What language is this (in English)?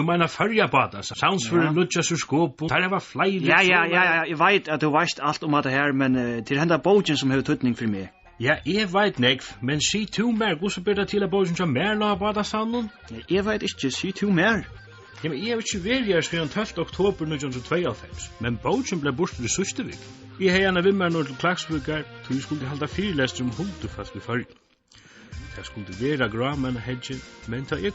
Faroese